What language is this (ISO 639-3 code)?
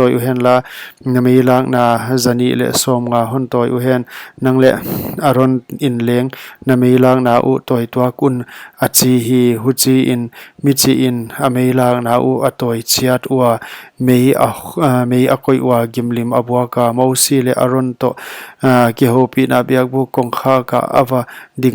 pck